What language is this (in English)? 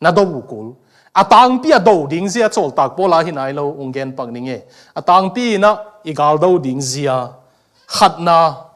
Tedim Chin